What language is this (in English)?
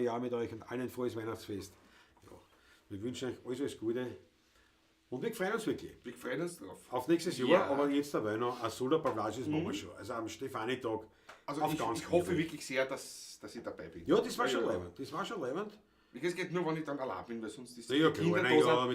Bavarian